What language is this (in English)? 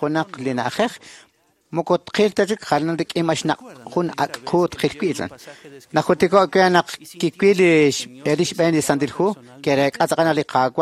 Kekchí